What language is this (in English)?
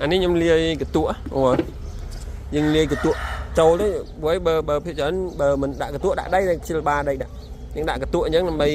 Khmer